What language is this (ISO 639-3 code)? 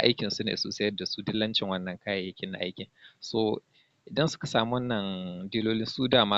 hau